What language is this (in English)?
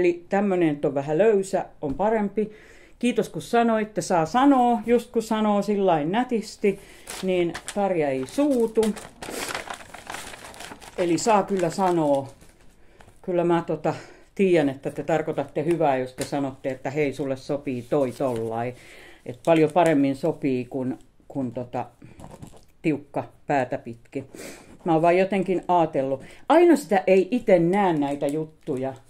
Finnish